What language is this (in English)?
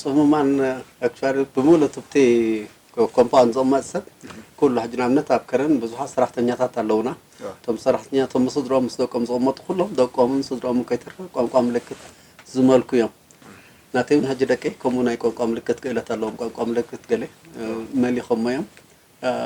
Tigrinya